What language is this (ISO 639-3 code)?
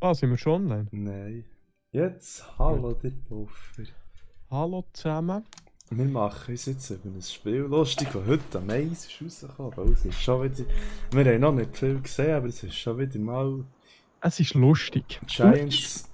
gsw